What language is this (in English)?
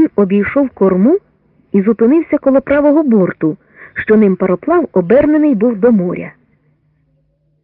Ukrainian